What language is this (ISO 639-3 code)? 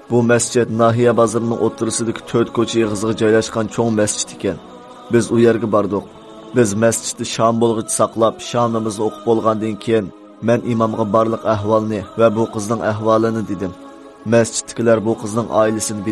uig